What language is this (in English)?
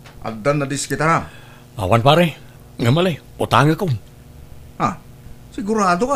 Iloko